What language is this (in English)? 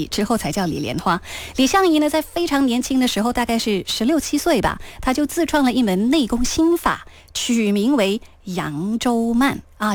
Chinese